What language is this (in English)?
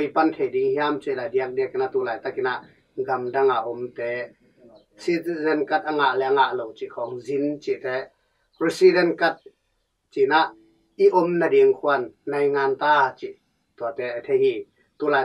Tedim Chin